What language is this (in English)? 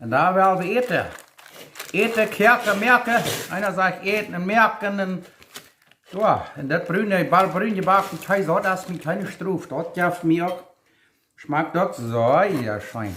Plautdietsch